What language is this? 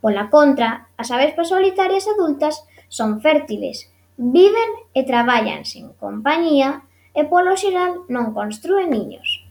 Galician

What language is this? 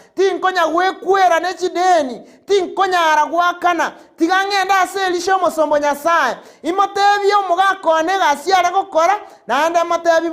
Gusii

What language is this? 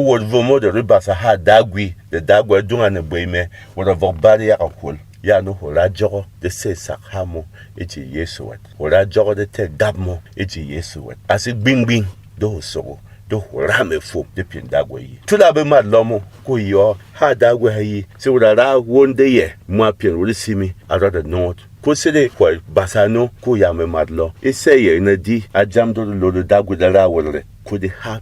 Berom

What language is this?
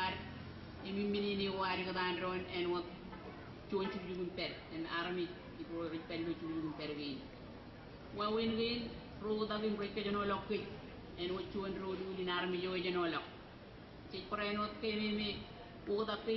Marshallese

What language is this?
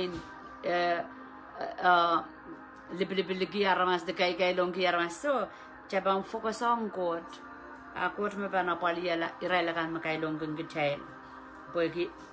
Pohnpeian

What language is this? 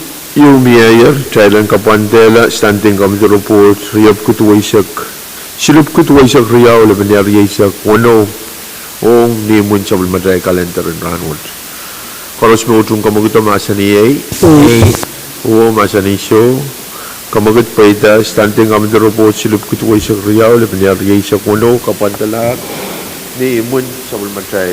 Pohnpeian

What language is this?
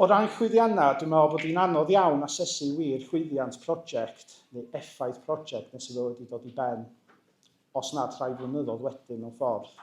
Welsh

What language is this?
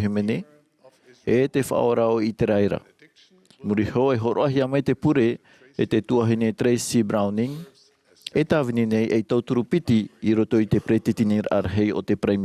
Tahitian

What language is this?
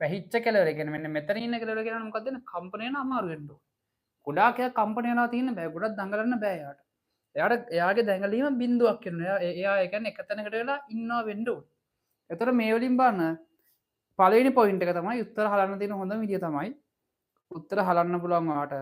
Sinhala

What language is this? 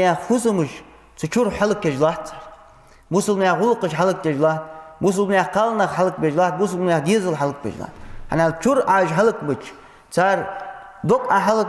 Ingush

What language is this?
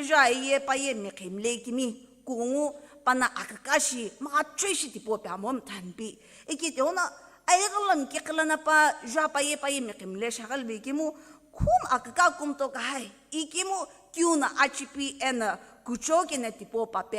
Sumi Naga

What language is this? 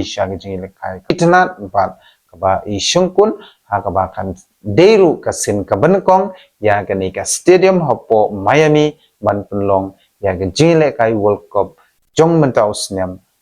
Khasi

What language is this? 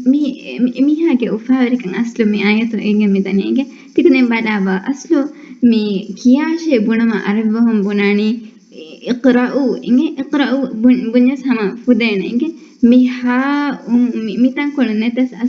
Divehi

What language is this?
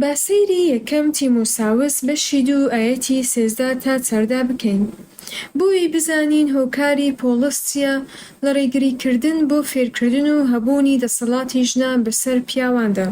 Central Kurdish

